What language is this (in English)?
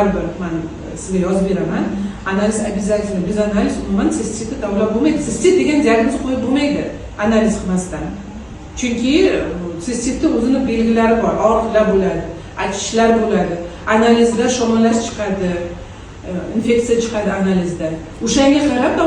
Uzbek